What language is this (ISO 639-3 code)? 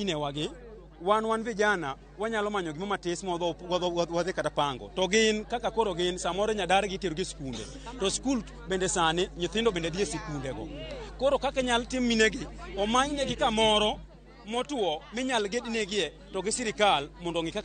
luo